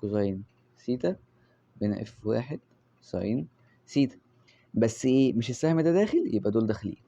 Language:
Egyptian Arabic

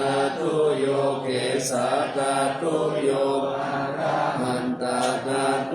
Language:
Pali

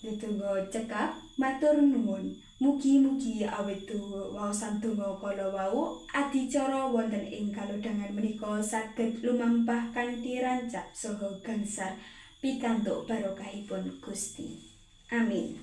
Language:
Javanese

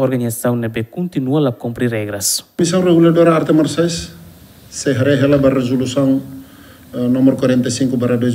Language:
Tetum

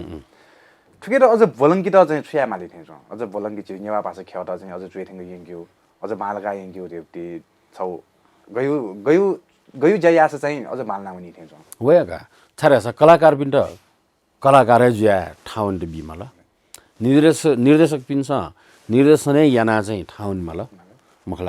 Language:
Newari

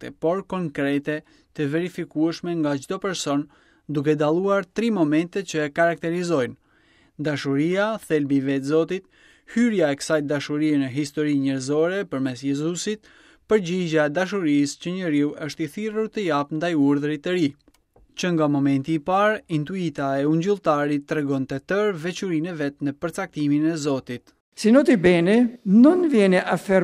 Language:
Albanian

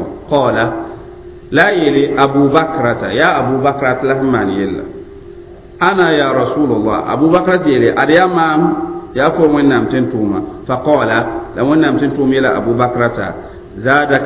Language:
Mossi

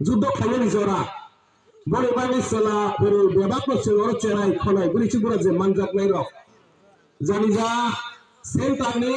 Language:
Kok Borok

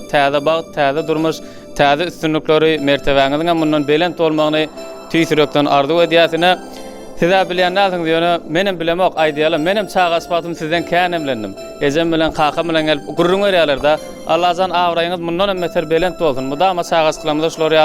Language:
Turkmen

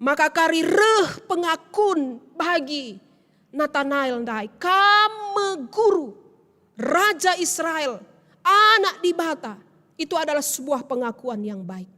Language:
Batak Karo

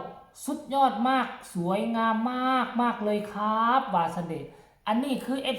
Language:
Northeastern Thai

